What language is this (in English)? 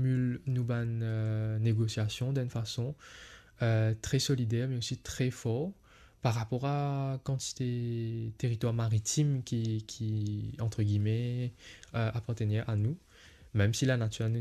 Morisyen